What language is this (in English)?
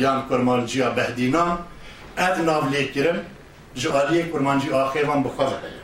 Kurdish